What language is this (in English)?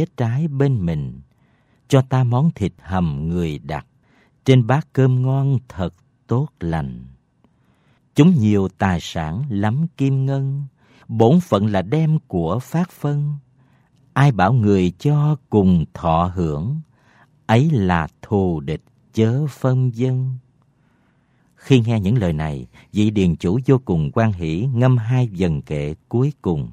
Vietnamese